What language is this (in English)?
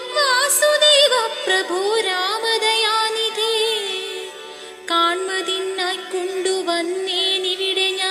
Malayalam